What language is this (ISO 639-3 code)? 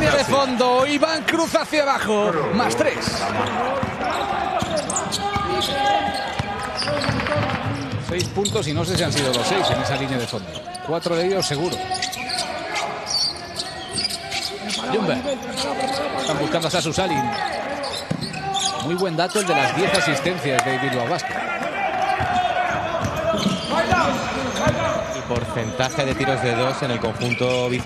spa